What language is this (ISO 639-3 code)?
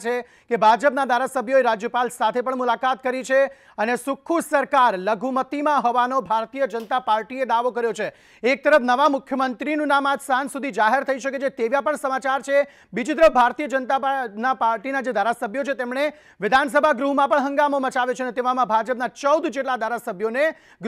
guj